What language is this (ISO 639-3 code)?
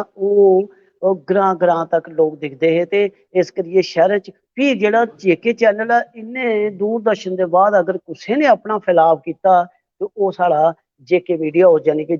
doi